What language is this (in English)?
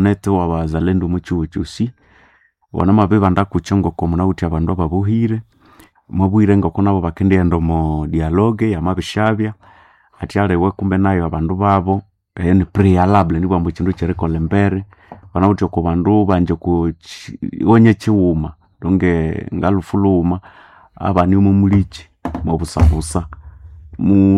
Nande